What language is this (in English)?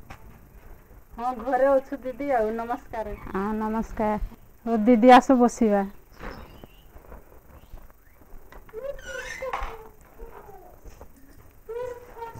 Odia